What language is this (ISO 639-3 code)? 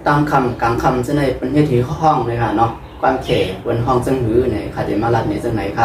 shn